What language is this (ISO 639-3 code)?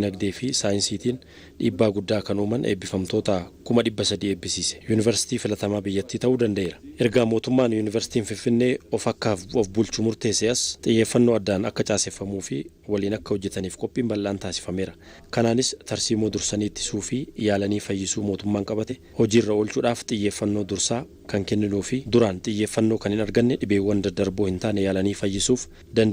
orm